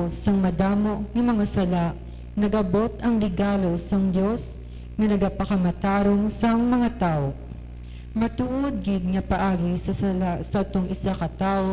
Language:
Hiligaynon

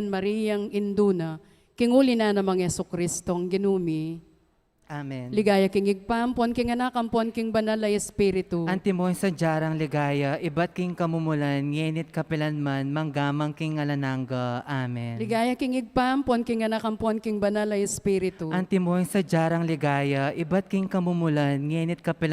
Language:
Pampanga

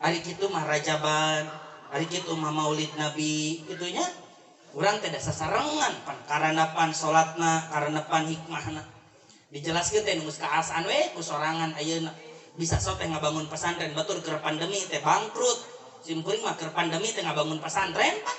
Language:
Sundanese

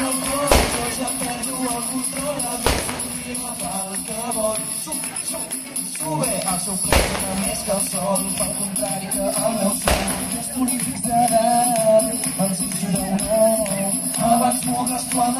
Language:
Catalan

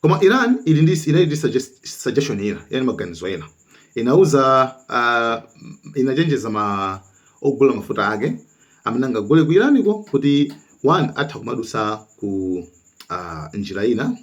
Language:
Nyanja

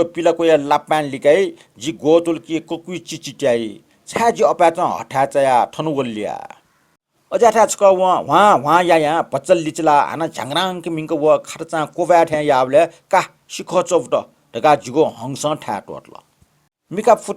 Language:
Newari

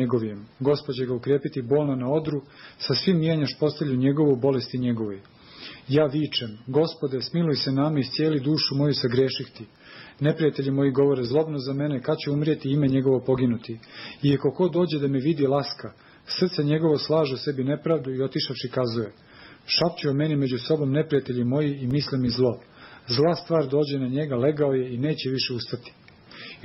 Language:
Serbian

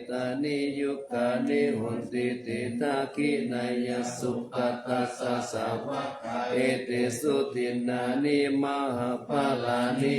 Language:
Pali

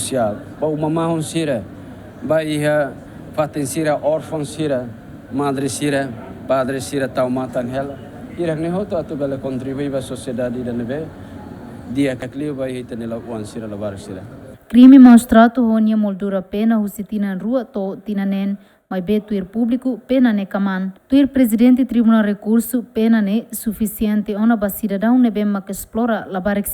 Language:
Tetum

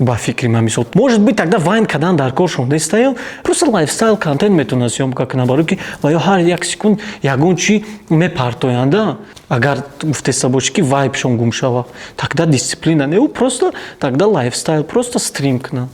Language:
Tajik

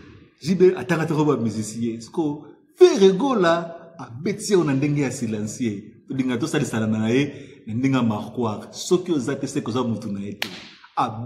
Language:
Lingala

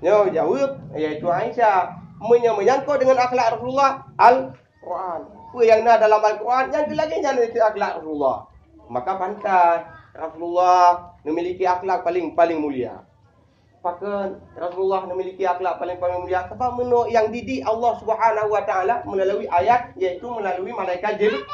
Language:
Achinese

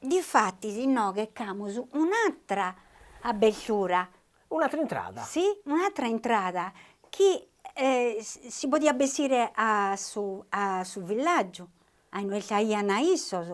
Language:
Sardinian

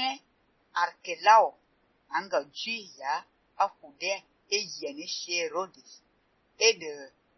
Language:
Fang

